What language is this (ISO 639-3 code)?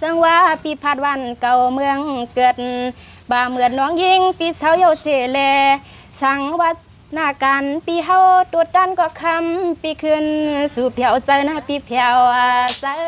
shn